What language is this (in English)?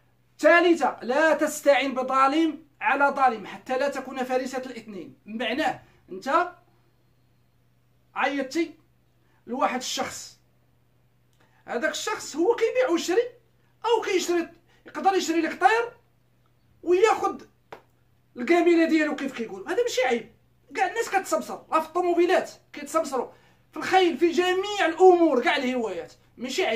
Moroccan Arabic